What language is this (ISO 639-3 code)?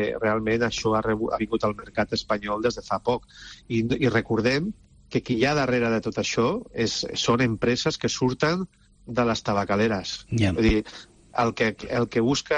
cat